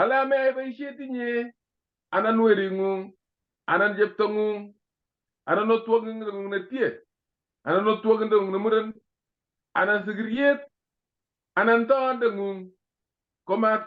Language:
Kalenjin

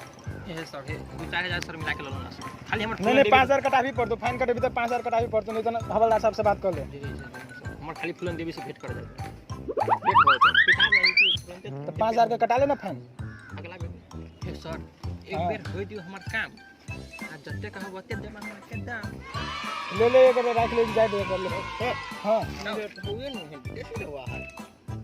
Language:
Maithili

